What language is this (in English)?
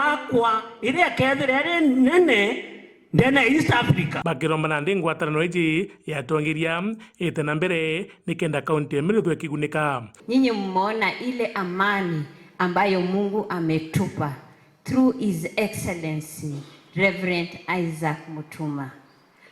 Meru